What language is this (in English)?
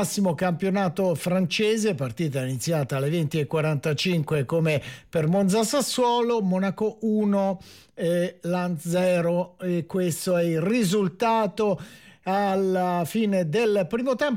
Italian